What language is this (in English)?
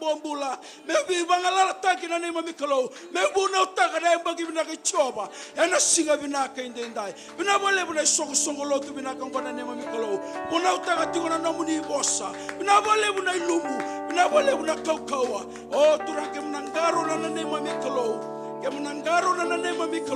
Fijian